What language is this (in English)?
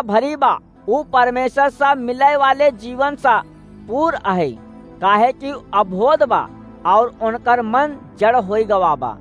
Awadhi